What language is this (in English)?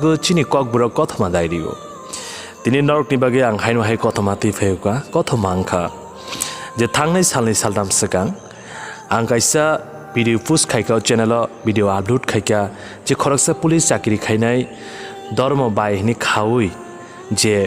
Kok Borok